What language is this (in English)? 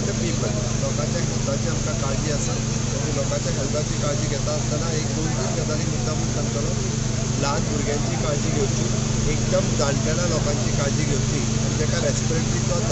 Konkani